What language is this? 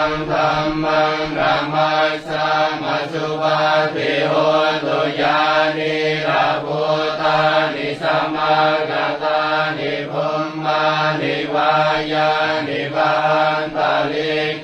Pali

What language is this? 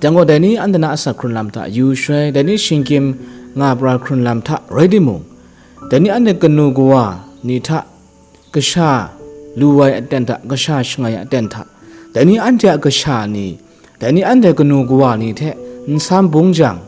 Kachin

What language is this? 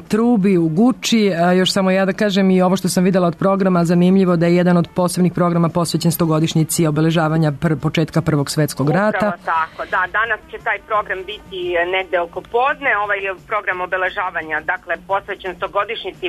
Serbian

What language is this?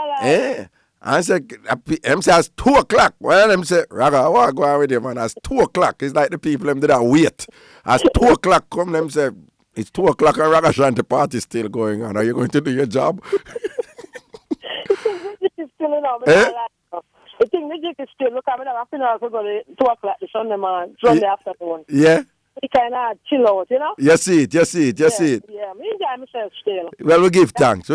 Jamaican Creole English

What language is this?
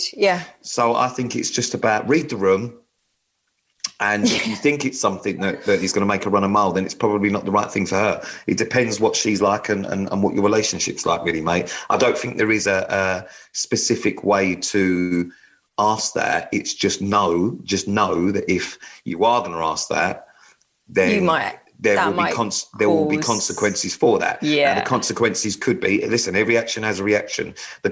English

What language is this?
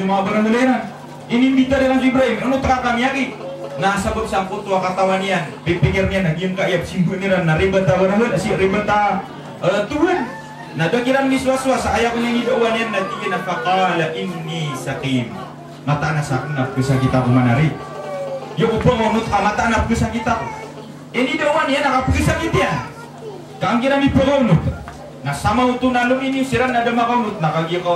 Maranao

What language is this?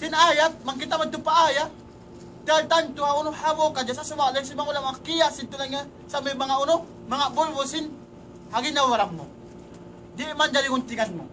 Tausug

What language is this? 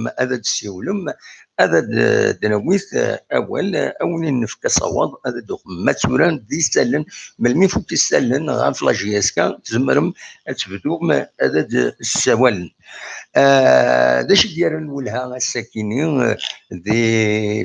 Kabyle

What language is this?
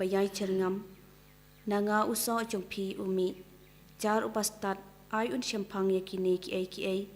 Khasi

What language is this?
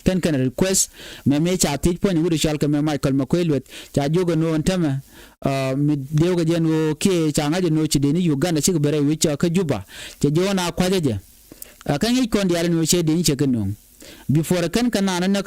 Nuer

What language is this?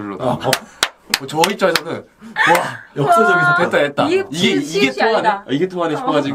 Korean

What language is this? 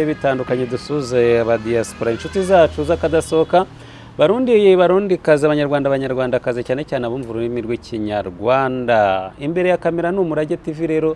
Kinyarwanda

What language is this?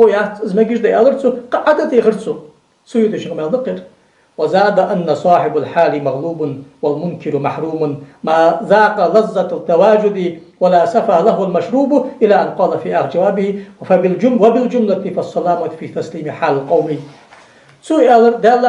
Ingush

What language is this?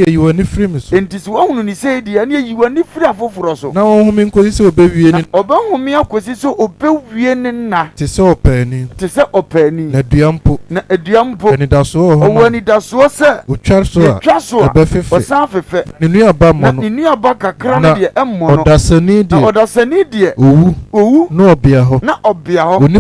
Akan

